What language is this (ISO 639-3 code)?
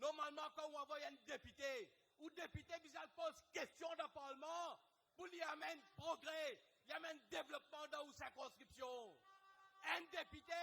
mfe